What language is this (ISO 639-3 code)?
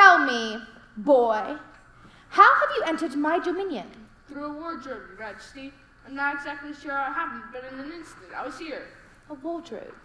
eng